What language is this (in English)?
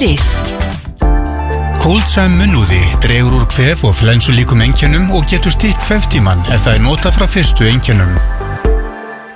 Icelandic